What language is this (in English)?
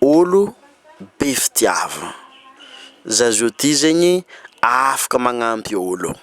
Malagasy